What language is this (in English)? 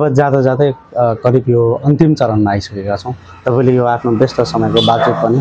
Nepali